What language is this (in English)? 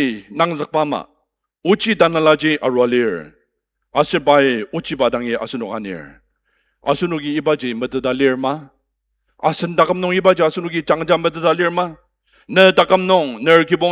Ao Naga